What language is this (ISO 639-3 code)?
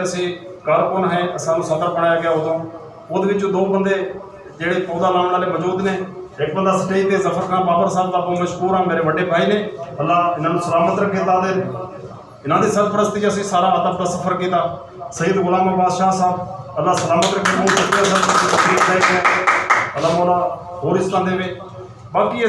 skr